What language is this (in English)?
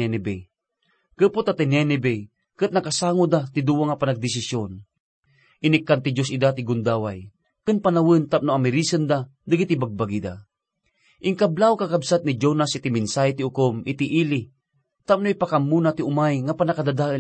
Iloko